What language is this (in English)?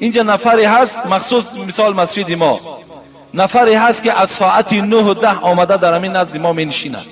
Tajik